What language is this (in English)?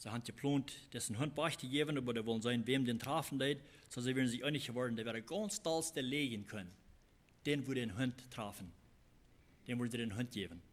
Plautdietsch